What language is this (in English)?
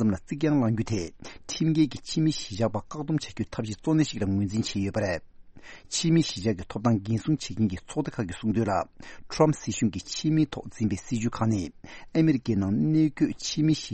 Tibetan